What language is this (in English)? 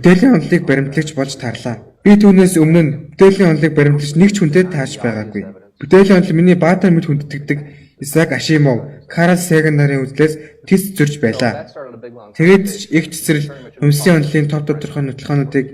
Mongolian